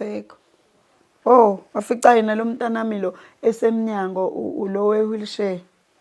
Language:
Zulu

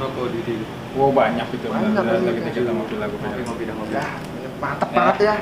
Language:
Betawi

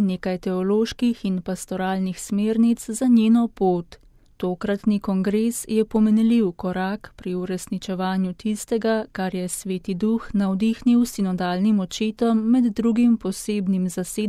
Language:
Slovenian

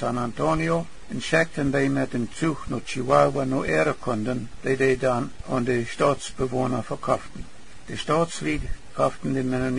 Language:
Plautdietsch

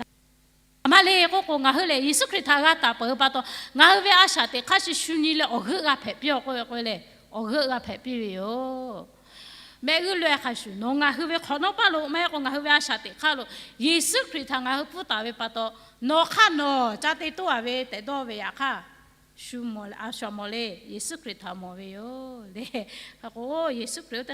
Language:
Lahu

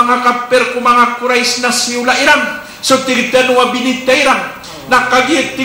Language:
Maranao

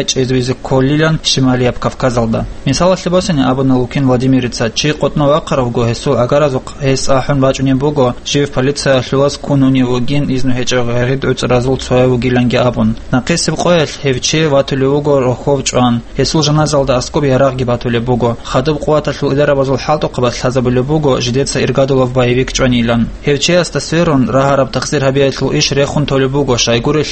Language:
Avaric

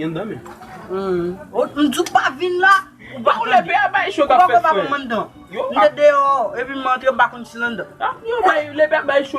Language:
Haitian Creole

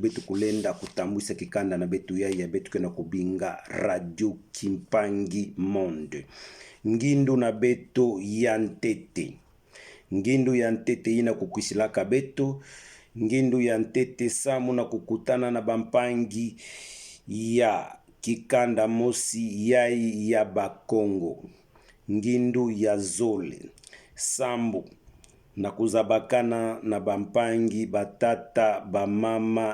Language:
Kituba (Democratic Republic of Congo)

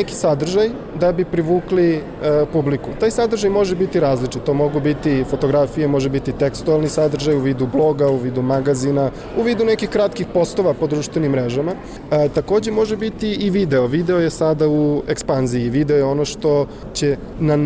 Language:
Bosnian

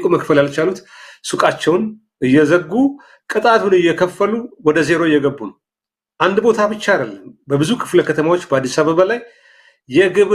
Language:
Amharic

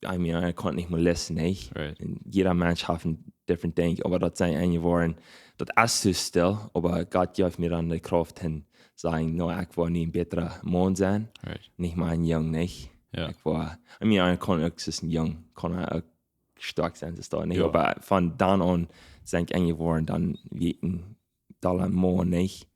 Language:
Plautdietsch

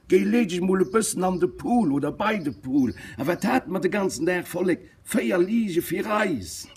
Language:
Luxembourgish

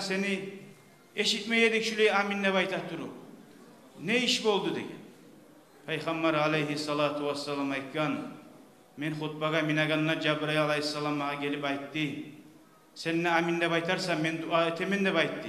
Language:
Kumyk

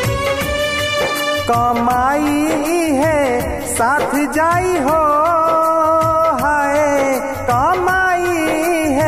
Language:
Bhojpuri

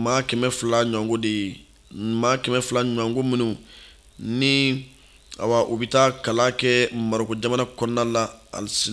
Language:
Bambara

